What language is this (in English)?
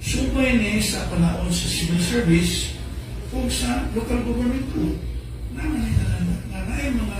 Cebuano